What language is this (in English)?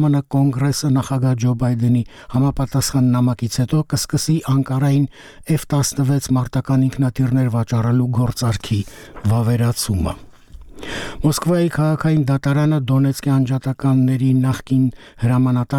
Armenian